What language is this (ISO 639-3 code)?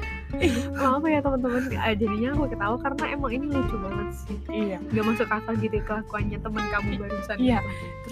ind